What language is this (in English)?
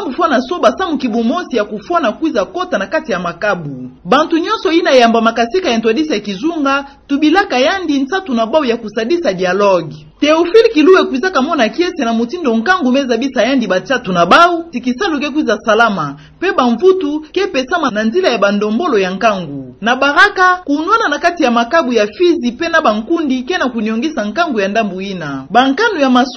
Kituba (Democratic Republic of Congo)